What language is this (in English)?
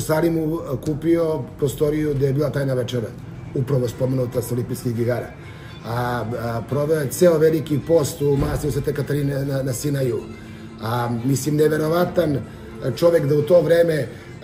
Serbian